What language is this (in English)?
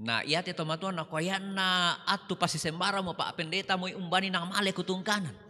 Toraja-Sa'dan